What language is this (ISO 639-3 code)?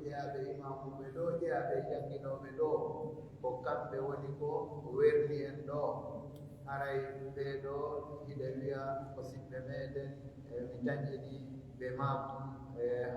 fuf